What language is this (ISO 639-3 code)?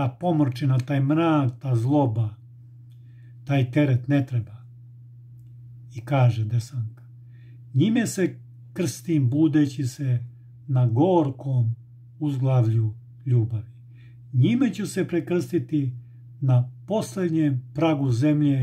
srp